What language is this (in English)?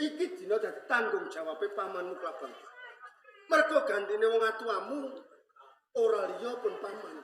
Javanese